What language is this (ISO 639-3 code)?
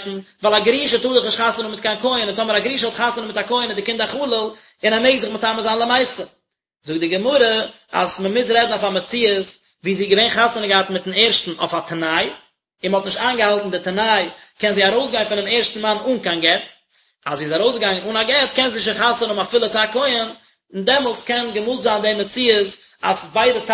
yid